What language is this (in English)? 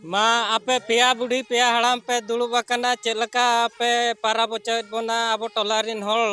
Santali